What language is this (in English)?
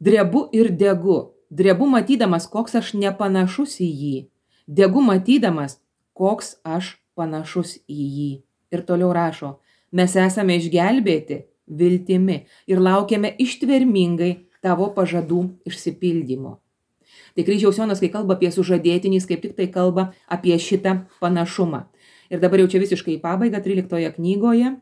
Lithuanian